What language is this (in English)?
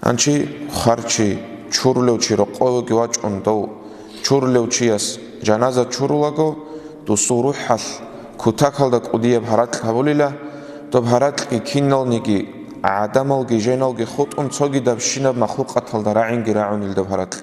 Avaric